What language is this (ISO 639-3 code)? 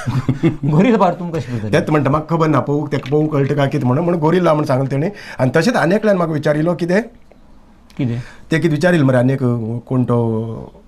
kok